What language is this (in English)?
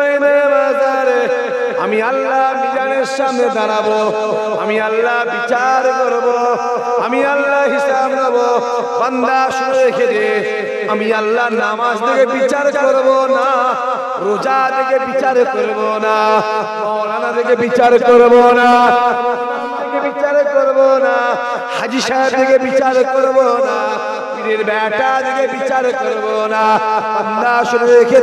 Bangla